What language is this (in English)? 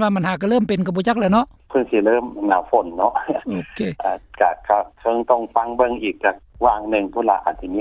Lao